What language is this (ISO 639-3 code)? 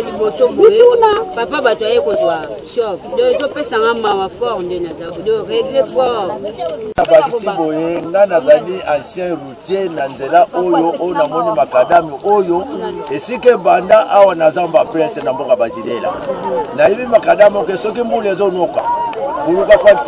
lin